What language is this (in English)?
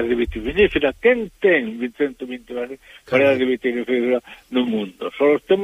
Galician